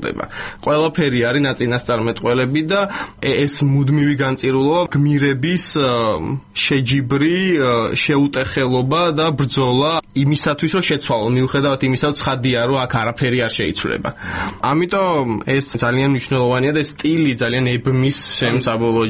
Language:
Georgian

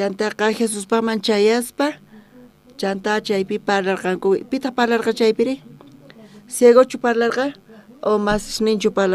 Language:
South Bolivian Quechua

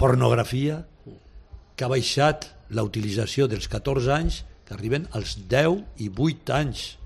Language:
Catalan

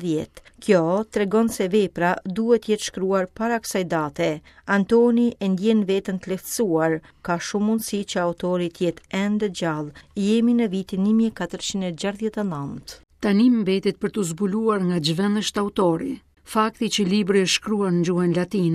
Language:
Albanian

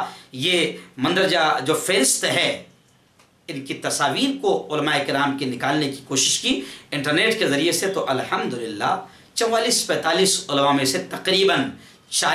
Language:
Urdu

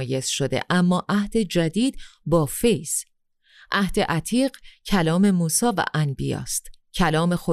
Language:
Persian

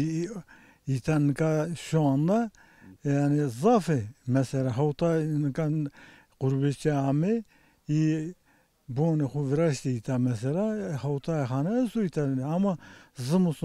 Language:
Zaza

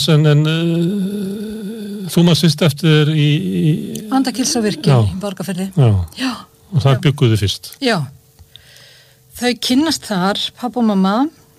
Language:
Icelandic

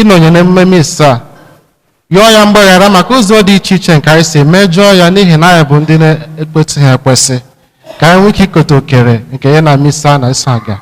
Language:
Igbo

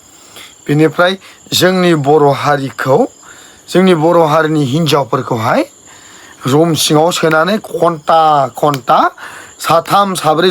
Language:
Bodo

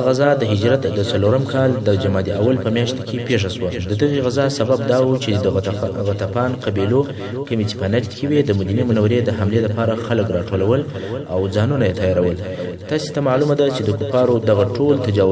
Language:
Pashto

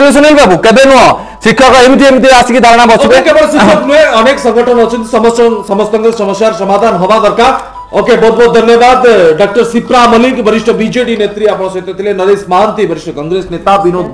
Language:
Odia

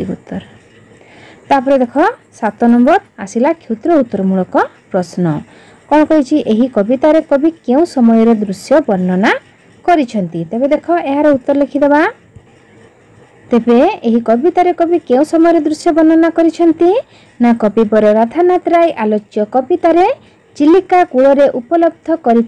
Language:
Odia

